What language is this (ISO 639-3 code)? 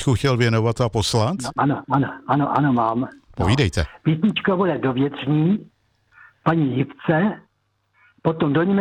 ces